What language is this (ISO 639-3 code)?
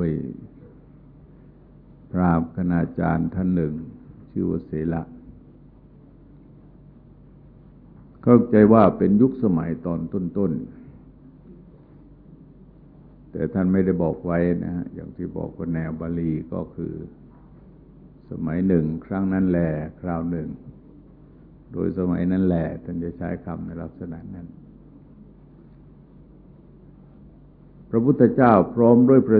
tha